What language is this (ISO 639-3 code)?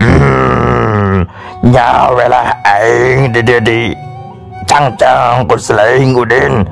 sun